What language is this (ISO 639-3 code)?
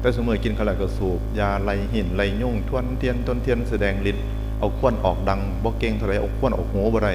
tts